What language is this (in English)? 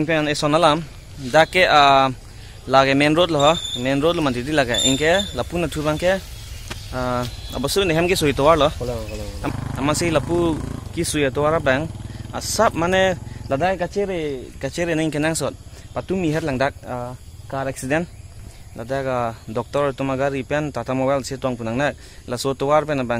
Karbi